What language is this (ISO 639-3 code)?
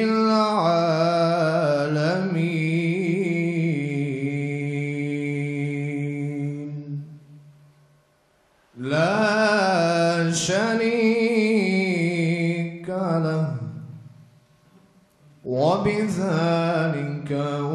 bos